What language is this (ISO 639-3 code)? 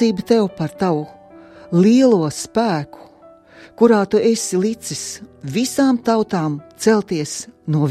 lav